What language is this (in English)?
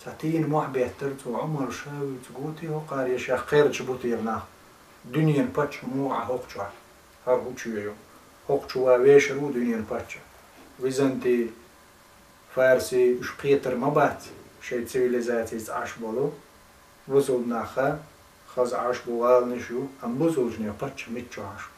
Chechen